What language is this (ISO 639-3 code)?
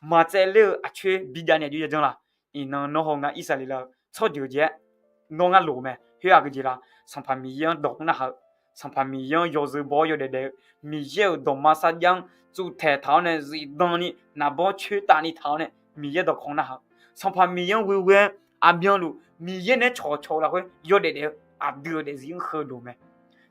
ahk